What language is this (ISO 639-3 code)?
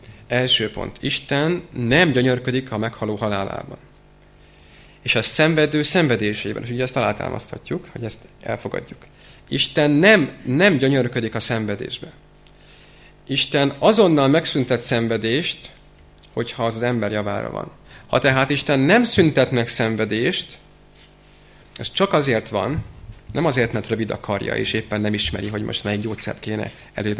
hun